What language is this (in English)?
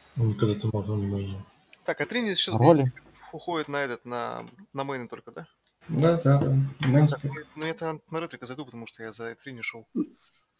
Russian